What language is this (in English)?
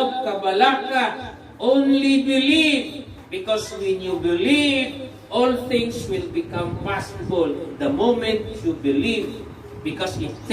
Cebuano